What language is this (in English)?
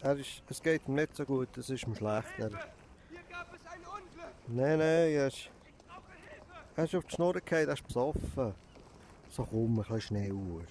Swiss German